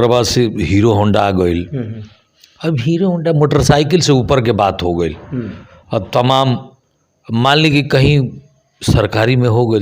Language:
Bhojpuri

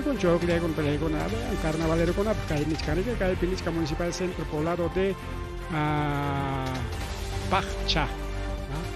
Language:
Ayacucho Quechua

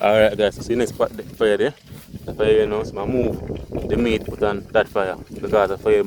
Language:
Jamaican Creole English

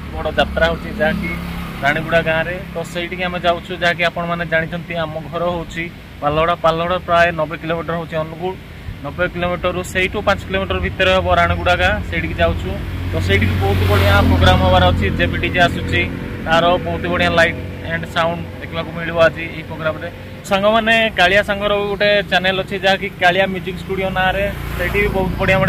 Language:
Odia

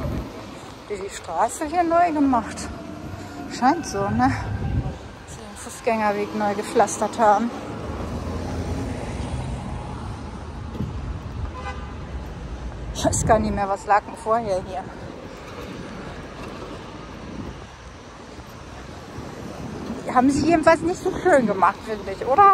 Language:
German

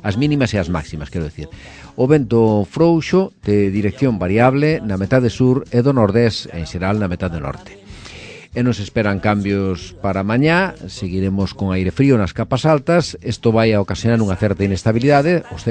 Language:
Galician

